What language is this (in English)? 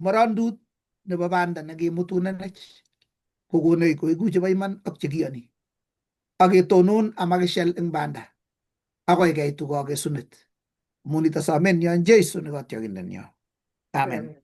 Kalenjin